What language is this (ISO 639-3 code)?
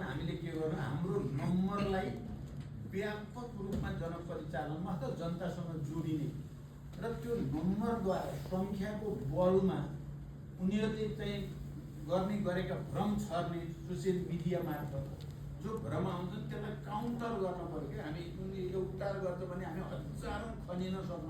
nep